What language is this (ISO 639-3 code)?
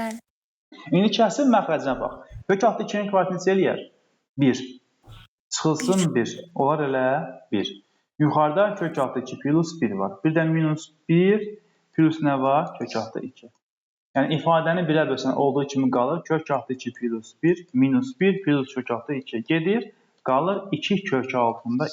aze